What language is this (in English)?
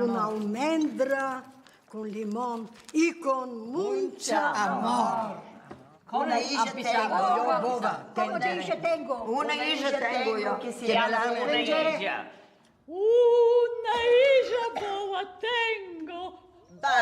Ladino